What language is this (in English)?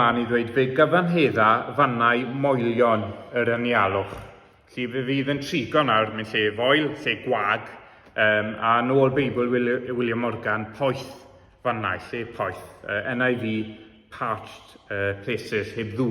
Welsh